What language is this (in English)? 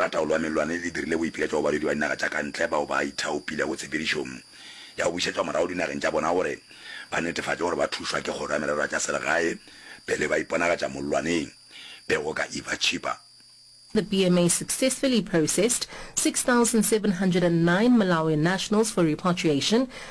Northern Sotho